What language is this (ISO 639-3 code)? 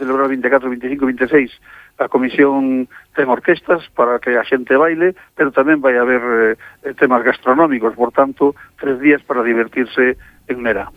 glg